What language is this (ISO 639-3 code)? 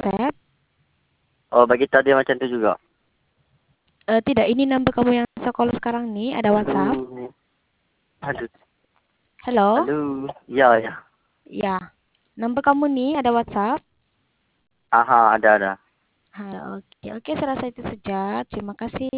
msa